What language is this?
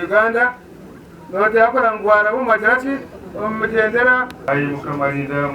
Nyankole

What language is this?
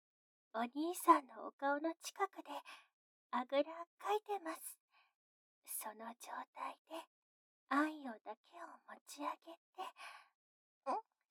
Japanese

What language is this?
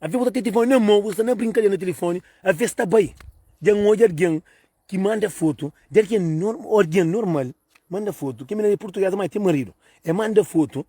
Kabuverdianu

